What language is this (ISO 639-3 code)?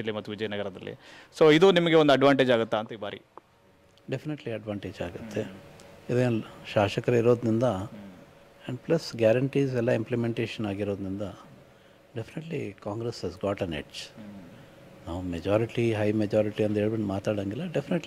kan